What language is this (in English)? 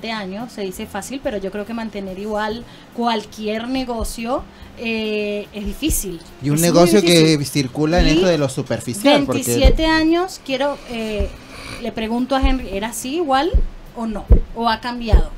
Spanish